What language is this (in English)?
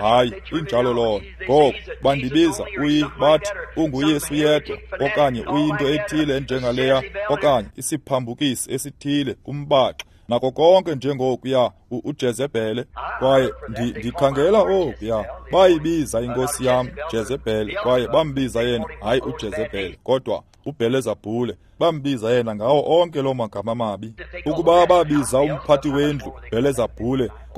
Xhosa